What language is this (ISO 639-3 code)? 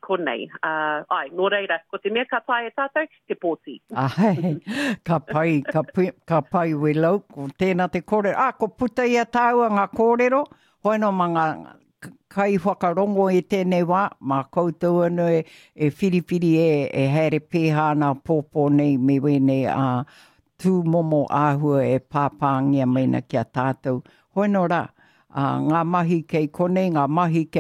mri